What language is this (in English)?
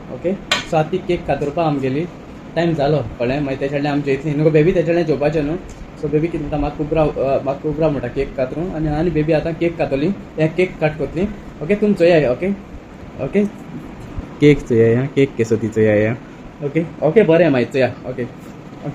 Konkani